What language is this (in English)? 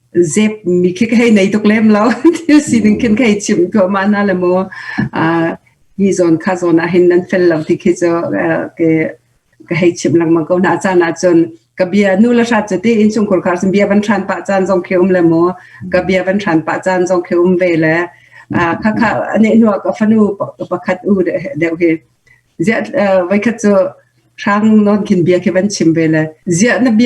Hakha Chin